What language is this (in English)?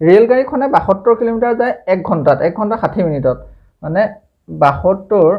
Assamese